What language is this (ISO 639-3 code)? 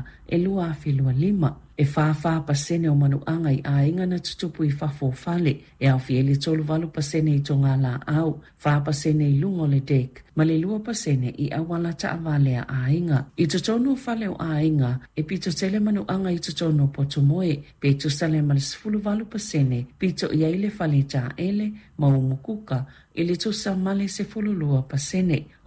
smo